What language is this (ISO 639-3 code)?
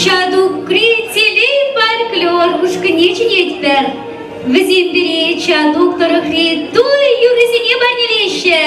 chv